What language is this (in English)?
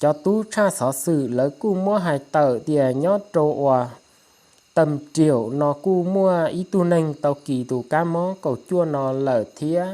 Hmong